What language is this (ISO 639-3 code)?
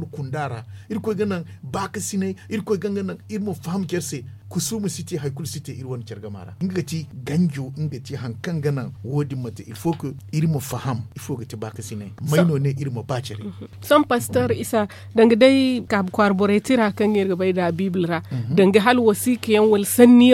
dje